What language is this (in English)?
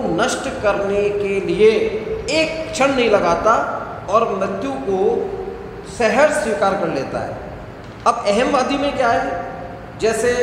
Hindi